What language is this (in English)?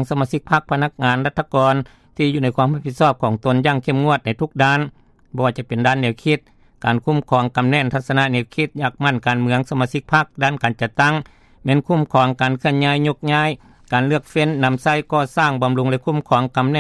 Lao